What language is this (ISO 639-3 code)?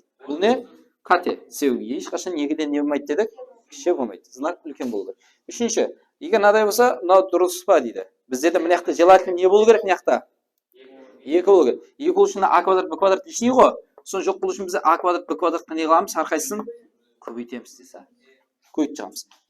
kaa